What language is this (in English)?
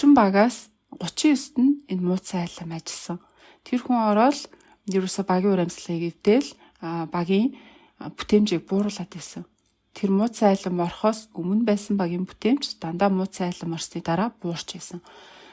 Mongolian